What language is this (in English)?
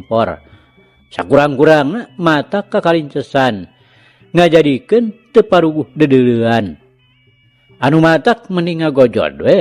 Sundanese